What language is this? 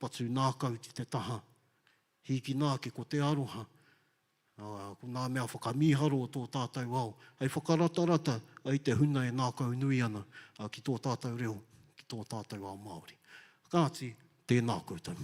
Māori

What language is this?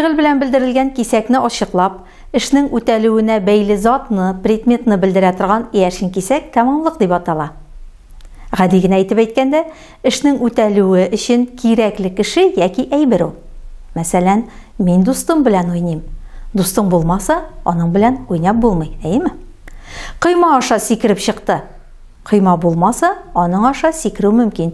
Tatar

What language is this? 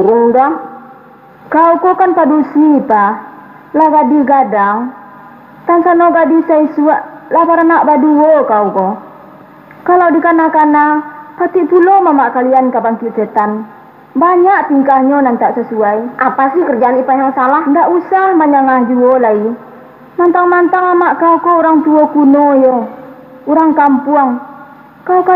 Minangkabau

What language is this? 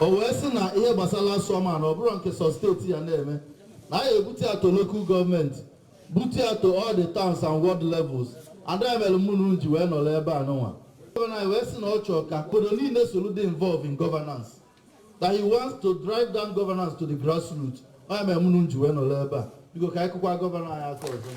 Igbo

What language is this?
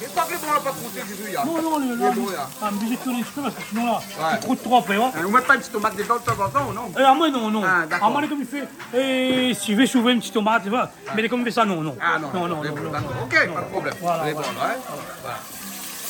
Réunion Creole French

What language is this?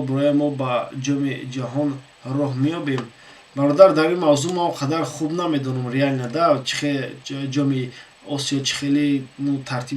Tajik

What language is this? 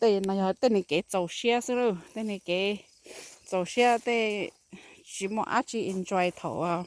Hmong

